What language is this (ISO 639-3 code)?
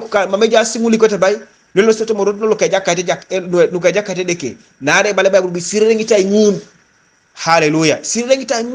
teo